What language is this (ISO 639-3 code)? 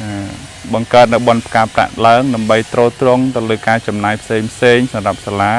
khm